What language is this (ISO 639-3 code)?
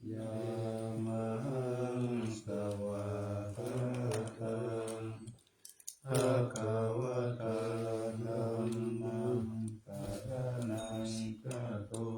pli